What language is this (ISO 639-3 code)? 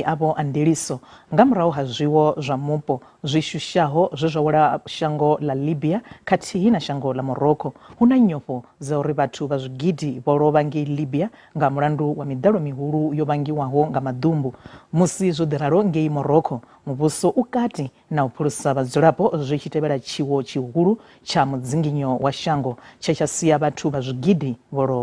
ven